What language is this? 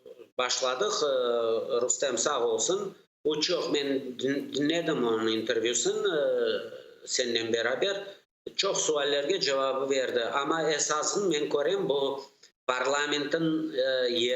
Crimean Tatar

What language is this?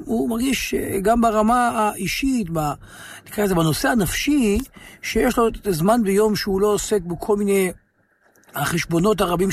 Hebrew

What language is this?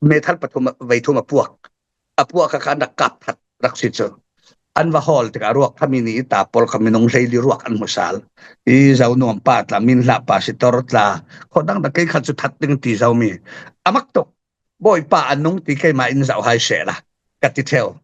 Falam Chin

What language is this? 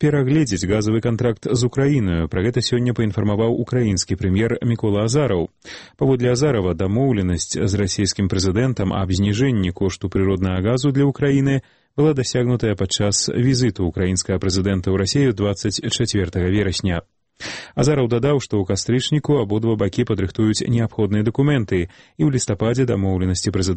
Belarusian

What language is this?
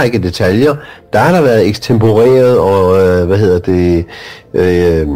Danish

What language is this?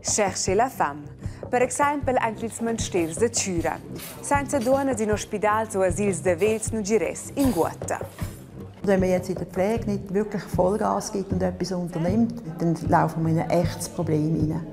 Romansh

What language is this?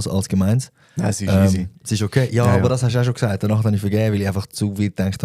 Swiss German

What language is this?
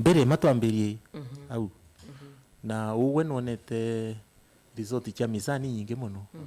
Meru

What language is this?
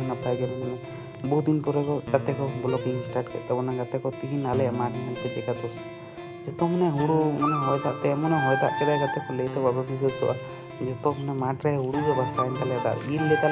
Santali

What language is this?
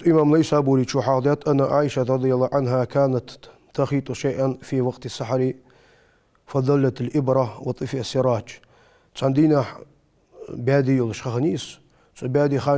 Ingush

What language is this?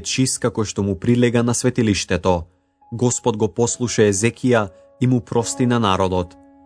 Macedonian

